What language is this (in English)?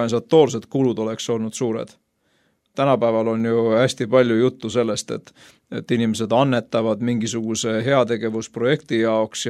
Estonian